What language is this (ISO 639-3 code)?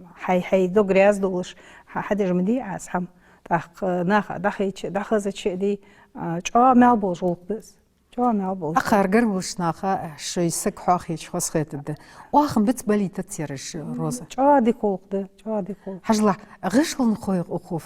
inh